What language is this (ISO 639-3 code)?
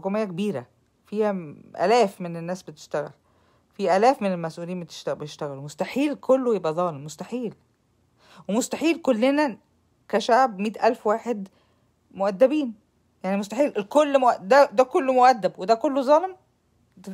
arz